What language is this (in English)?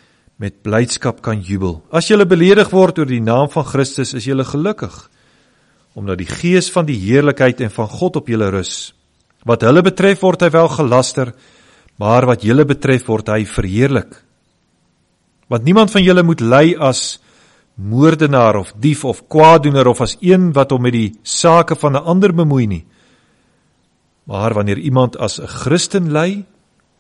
Afrikaans